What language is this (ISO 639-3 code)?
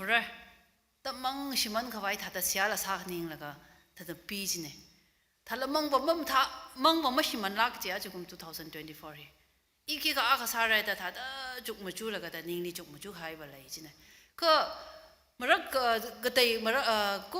nmf